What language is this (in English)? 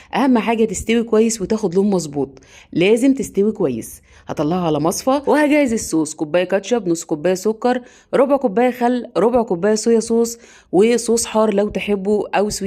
Egyptian Arabic